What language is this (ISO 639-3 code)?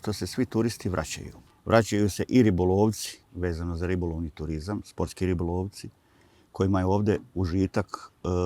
bos